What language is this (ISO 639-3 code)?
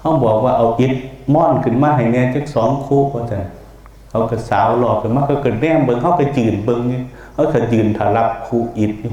lao